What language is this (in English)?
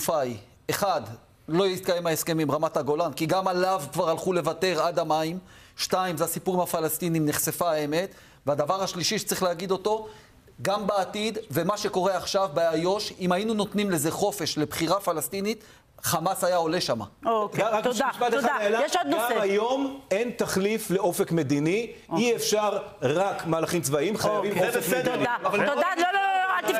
Hebrew